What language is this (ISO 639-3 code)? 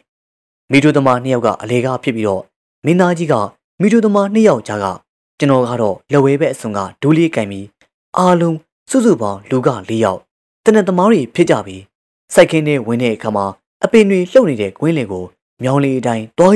mya